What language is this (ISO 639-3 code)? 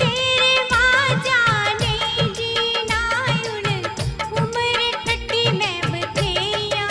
doi